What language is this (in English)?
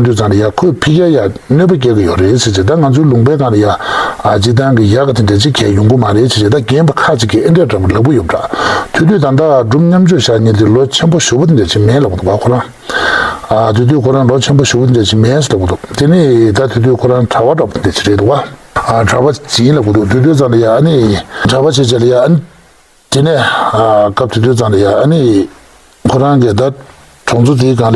Tibetan